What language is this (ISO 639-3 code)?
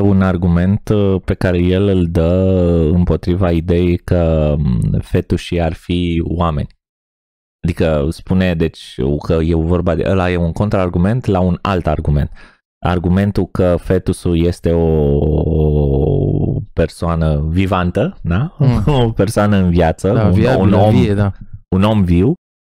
ron